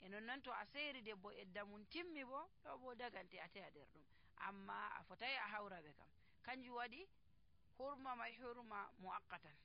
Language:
Nigerian Fulfulde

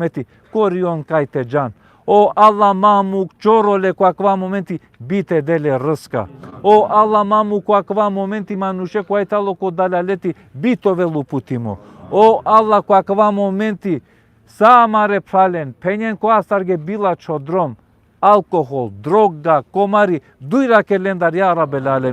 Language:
Balkan Romani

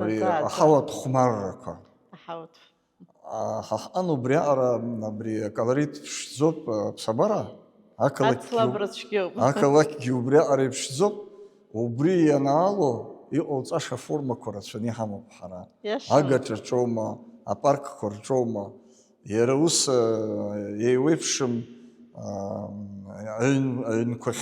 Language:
Abkhazian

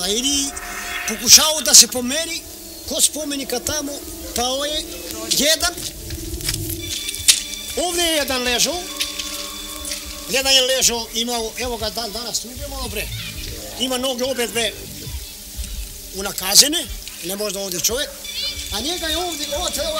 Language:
Serbian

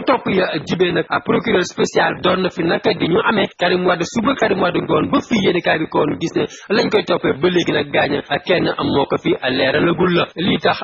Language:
Wolof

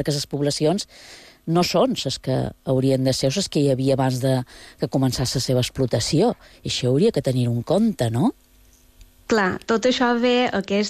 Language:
Catalan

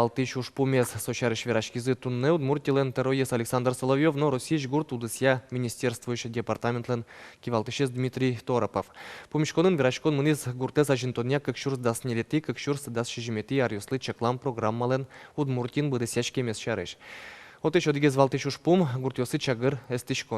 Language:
Udmurt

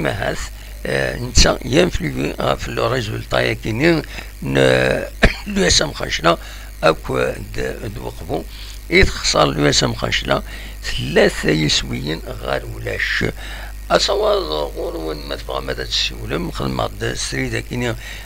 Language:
Kabyle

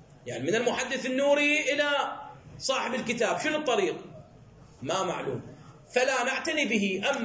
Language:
Arabic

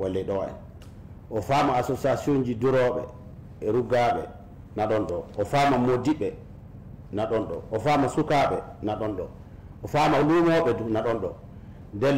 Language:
Fula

